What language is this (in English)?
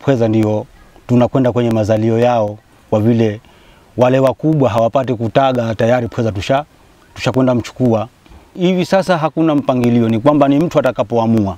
Swahili